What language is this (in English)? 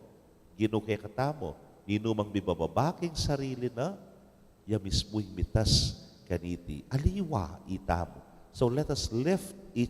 Pampanga